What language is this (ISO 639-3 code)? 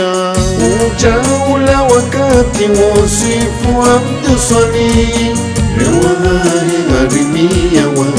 swa